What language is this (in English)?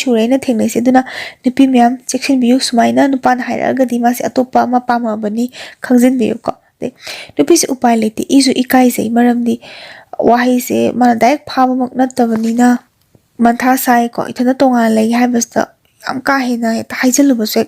Manipuri